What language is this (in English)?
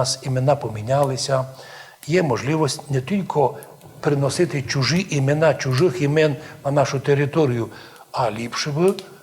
Rusyn